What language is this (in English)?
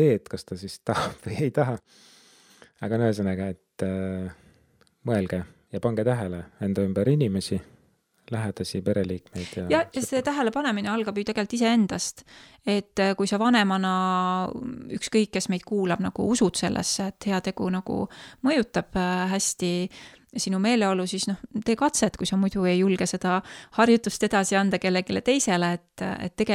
Estonian